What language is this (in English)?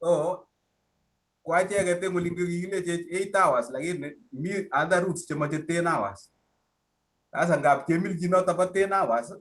Kalenjin